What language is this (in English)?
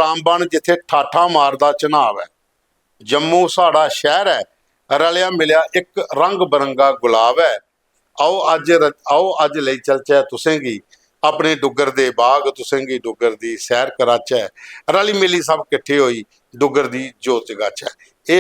Dogri